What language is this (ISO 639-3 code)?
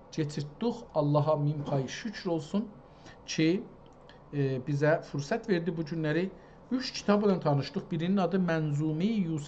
azb